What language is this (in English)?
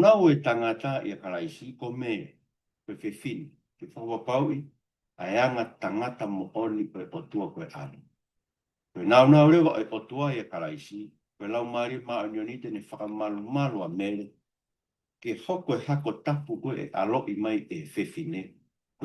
Tongan